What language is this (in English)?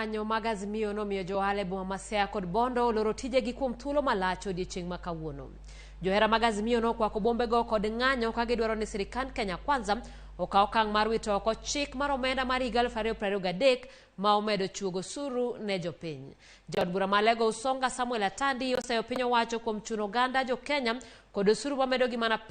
Luo (Kenya and Tanzania)